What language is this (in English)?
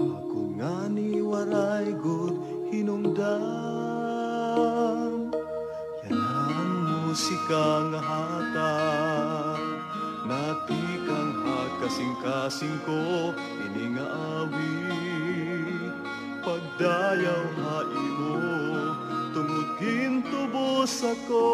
Waray